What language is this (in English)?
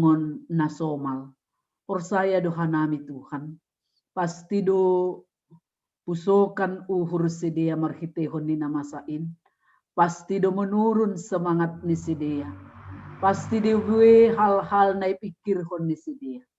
Batak Simalungun